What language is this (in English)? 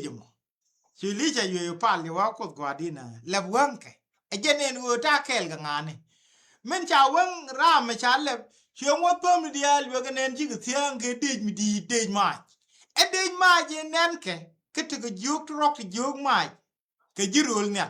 Nuer